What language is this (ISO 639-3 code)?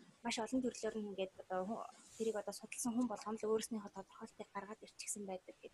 mon